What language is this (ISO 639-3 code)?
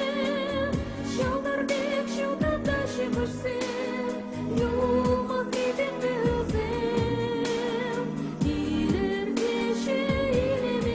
chv